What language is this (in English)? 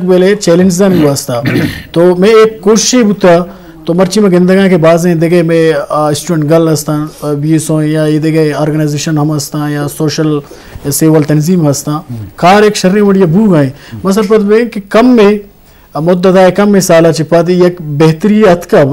Eastern Balochi